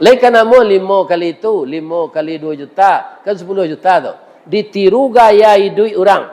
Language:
Minangkabau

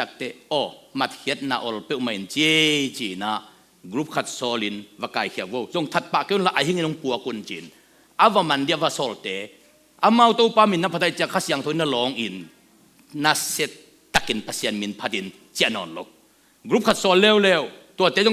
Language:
Tedim Chin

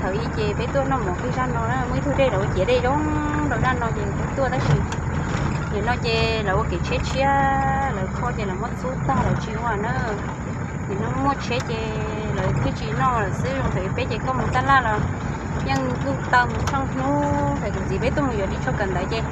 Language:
Hmong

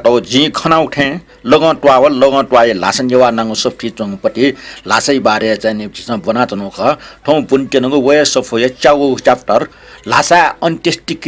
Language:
Newari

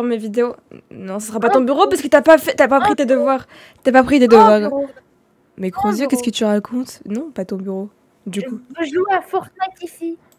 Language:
French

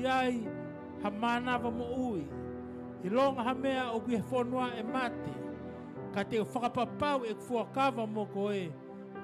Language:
Tongan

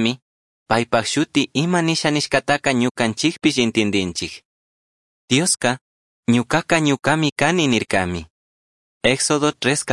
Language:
Chimborazo Highland Quichua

